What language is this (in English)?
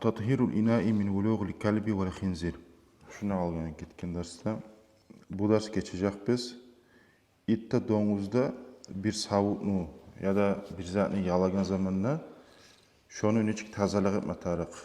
Kumyk